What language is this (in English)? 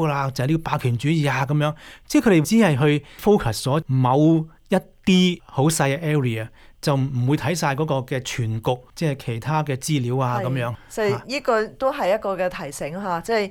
Cantonese